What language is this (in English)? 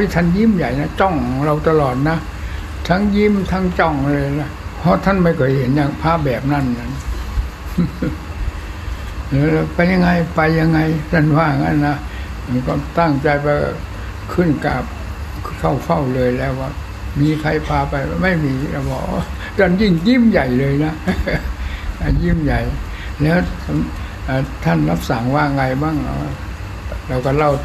Thai